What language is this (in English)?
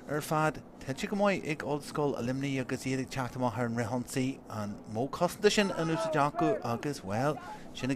Irish